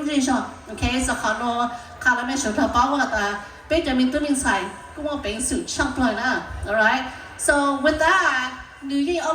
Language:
Hmong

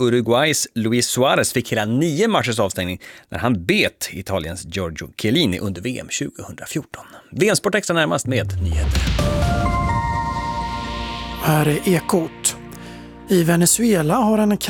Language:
Swedish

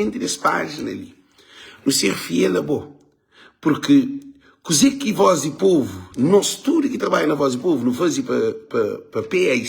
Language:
Kabuverdianu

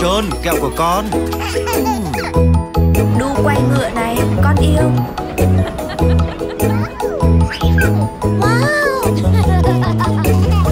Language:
Vietnamese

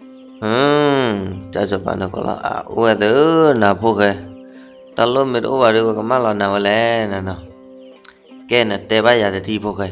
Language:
S'gaw Karen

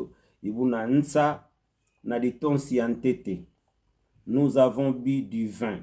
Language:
Kituba (Democratic Republic of Congo)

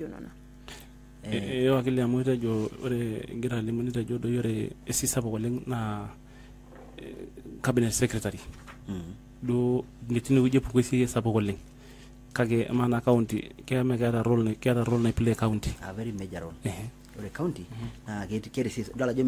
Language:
Masai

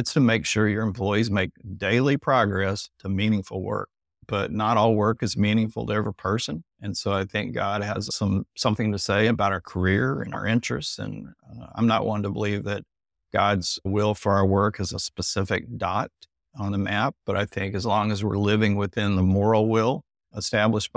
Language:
English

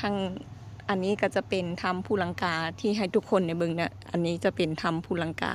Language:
Lao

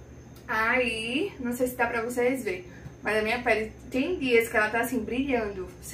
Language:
Portuguese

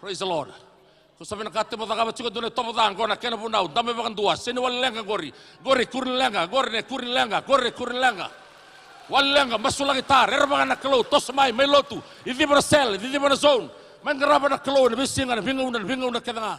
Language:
Fijian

